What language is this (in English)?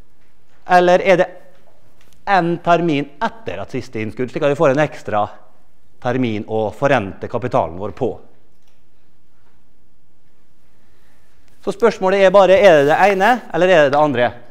Norwegian